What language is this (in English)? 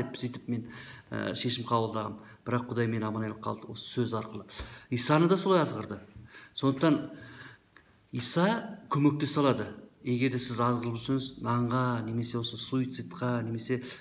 Kazakh